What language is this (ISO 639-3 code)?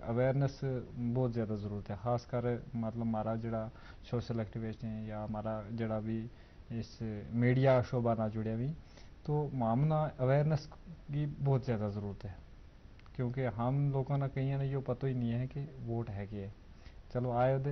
gju